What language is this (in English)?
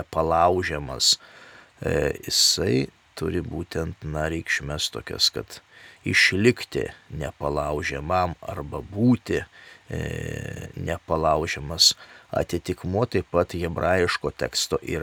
Lithuanian